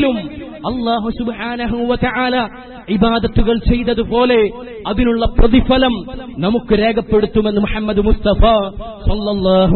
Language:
Malayalam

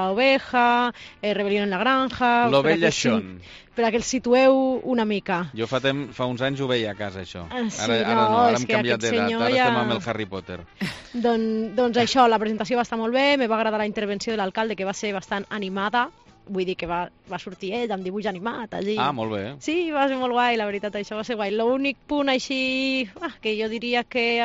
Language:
Catalan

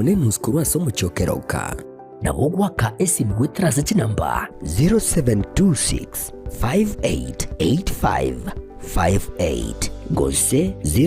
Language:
Gusii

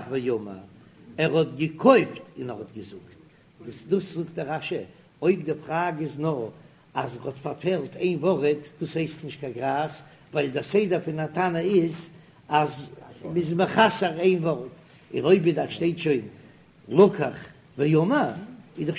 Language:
Yiddish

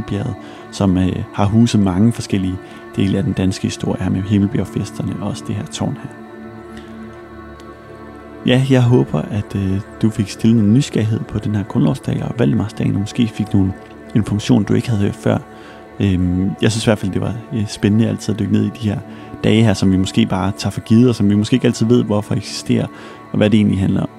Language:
Danish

